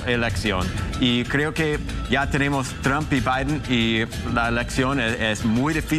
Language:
Spanish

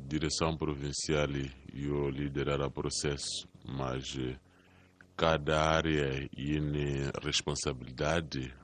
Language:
Tsonga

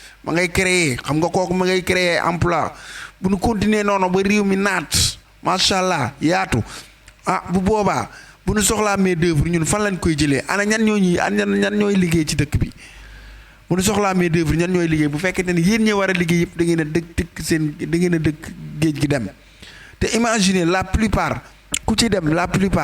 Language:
Wolof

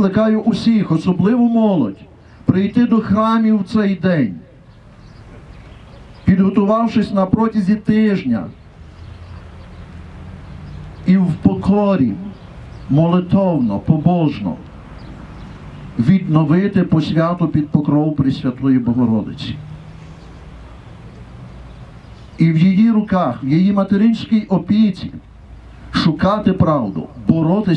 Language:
Ukrainian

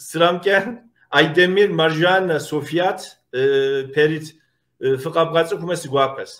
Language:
Kabardian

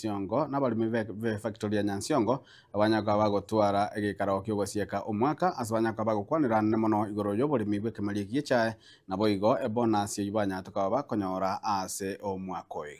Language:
Gusii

